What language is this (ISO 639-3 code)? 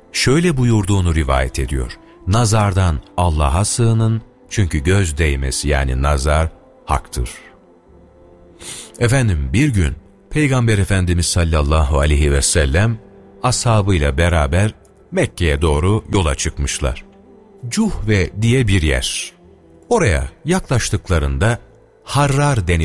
tur